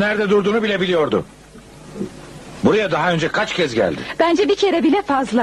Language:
Turkish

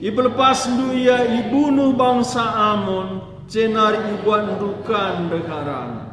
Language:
Batak Karo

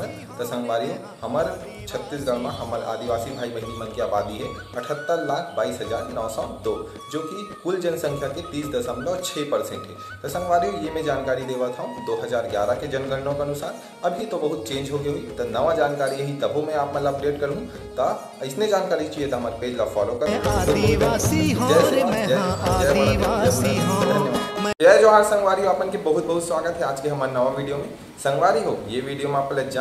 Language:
Chhattisgarhi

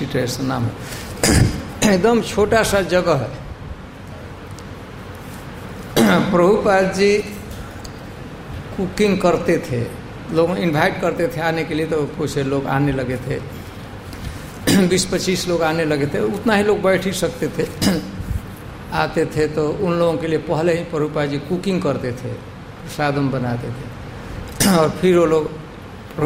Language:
Hindi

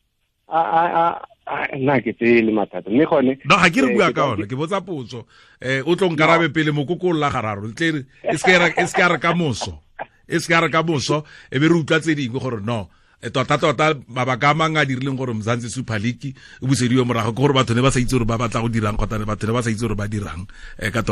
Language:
Tswana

